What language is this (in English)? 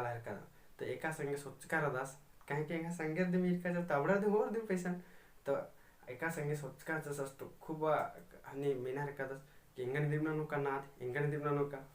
Kurukh